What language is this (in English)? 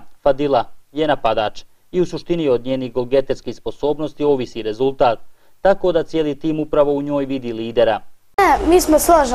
Bosnian